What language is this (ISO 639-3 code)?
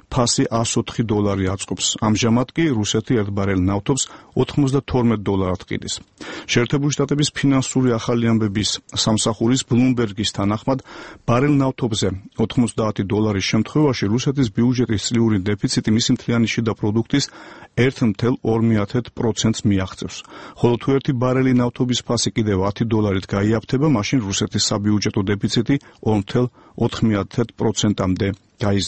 kat